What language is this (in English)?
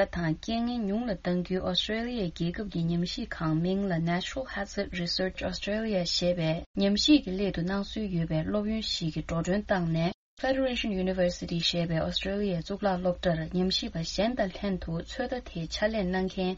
Tibetan